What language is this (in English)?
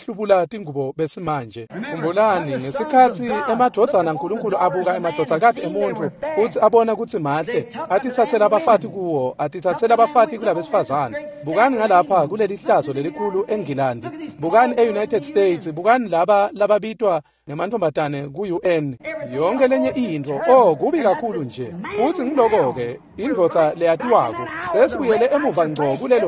Swati